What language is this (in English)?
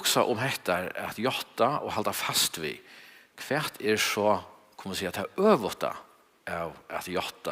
Faroese